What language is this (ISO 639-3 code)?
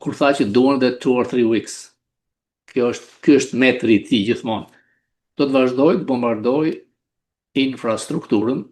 sqi